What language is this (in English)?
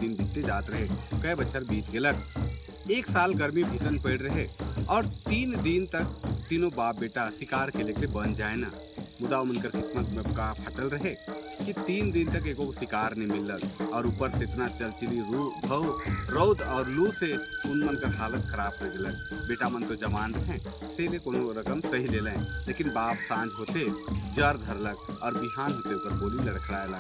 Sadri